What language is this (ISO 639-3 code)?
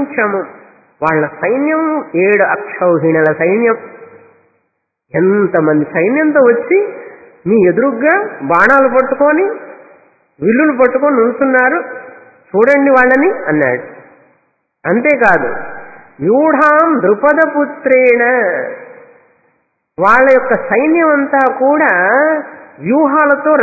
tel